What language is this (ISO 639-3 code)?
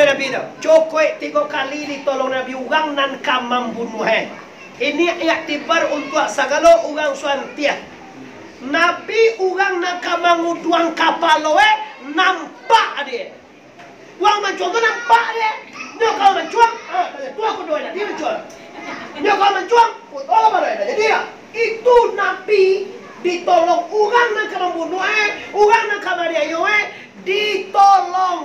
min